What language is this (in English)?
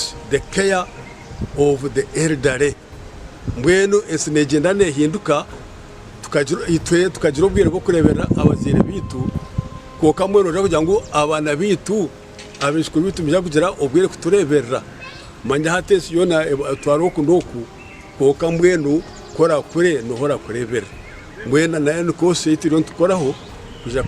Nyankole